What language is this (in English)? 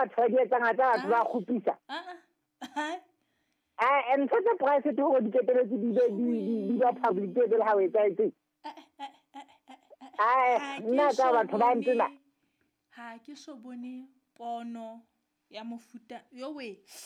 Southern Sotho